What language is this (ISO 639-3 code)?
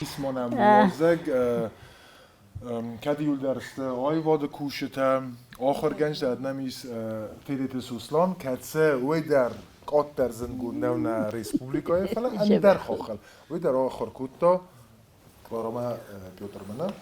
oss